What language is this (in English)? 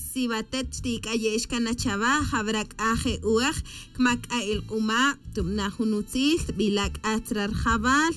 Tz'utujil